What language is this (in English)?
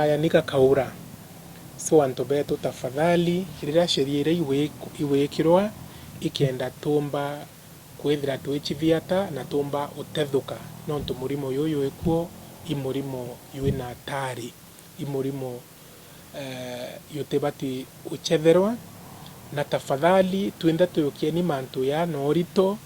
Meru